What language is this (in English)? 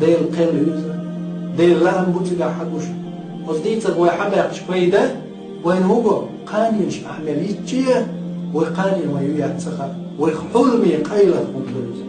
Chechen